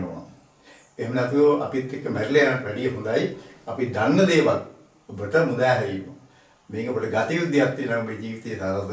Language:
Sinhala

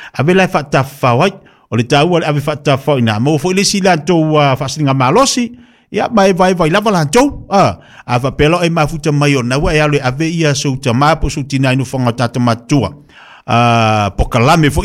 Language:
Samoan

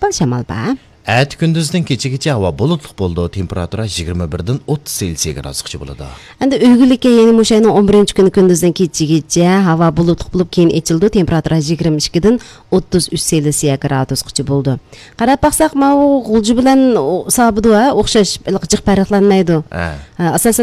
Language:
Uyghur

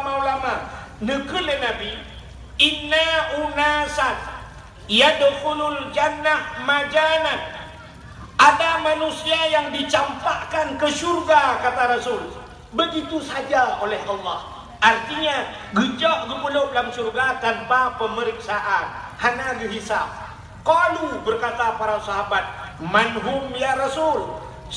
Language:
Achinese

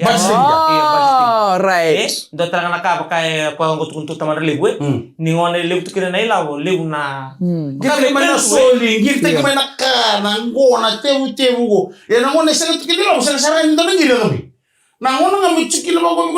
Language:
Fijian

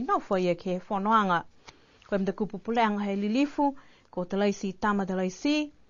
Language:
Niuean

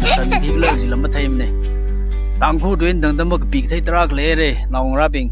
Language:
Tangkhul Naga (India)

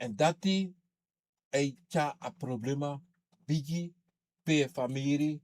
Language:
Sranan Tongo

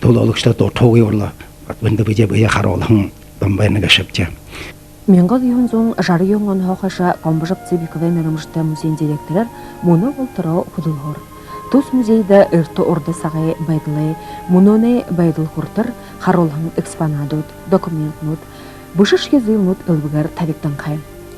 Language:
Buriat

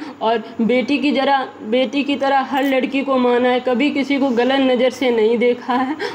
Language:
Hindi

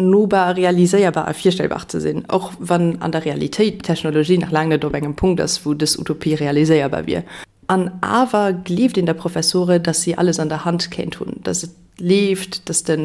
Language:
Luxembourgish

